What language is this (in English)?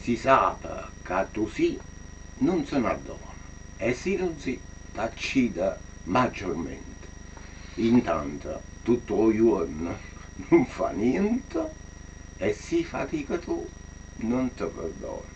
Neapolitan